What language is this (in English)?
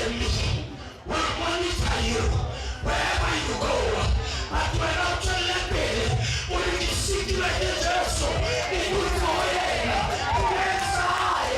Northern Sotho